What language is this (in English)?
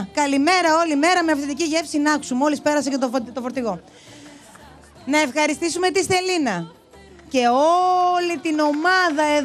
Greek